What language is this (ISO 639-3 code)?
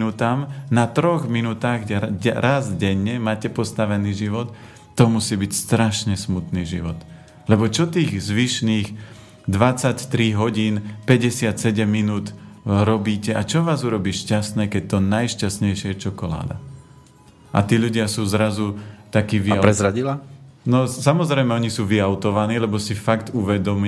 slk